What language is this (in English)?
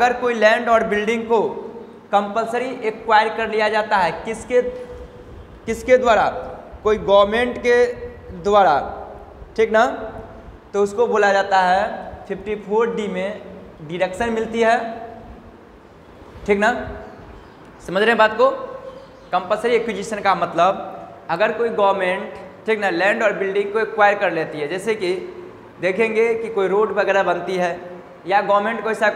Hindi